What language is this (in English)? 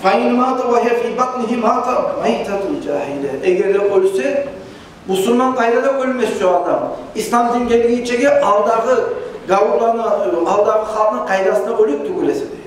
Kumyk